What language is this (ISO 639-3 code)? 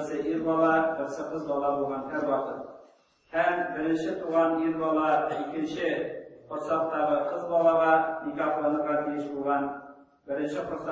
tat